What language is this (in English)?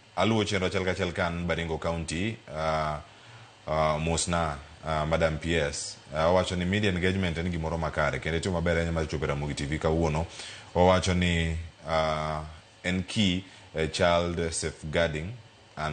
Luo (Kenya and Tanzania)